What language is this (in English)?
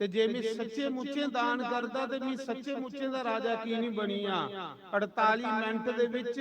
Dogri